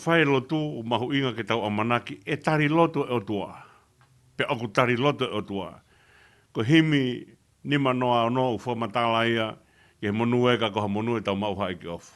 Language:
Tongan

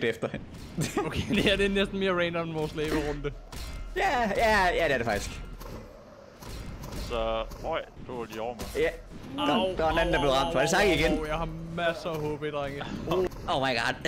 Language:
Danish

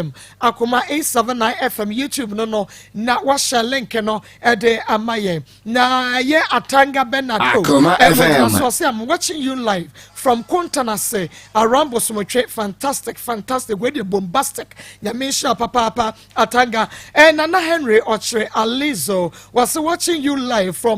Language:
Akan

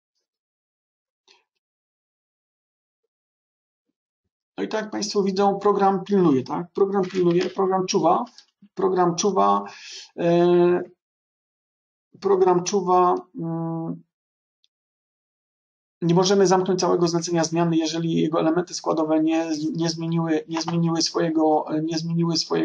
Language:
Polish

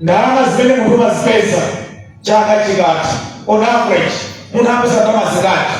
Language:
Nyanja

